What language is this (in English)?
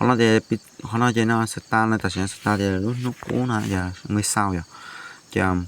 Hmong